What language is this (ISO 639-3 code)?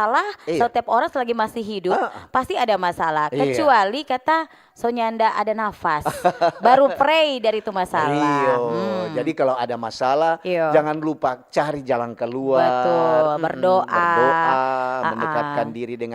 xmm